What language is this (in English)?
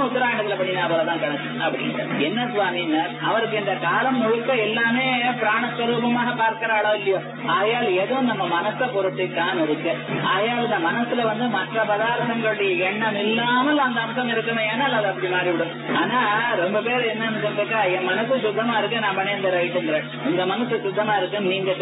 Tamil